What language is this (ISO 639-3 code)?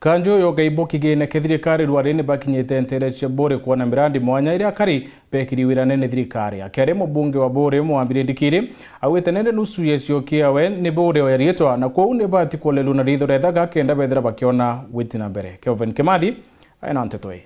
mer